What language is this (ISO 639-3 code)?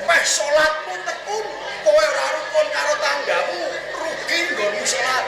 jav